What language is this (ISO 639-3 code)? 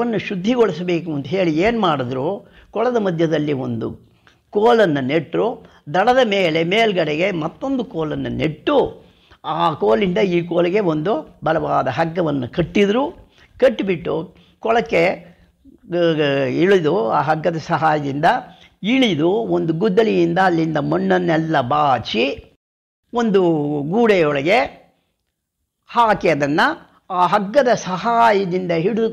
kan